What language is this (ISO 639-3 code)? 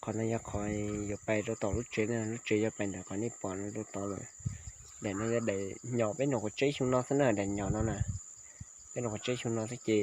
hmn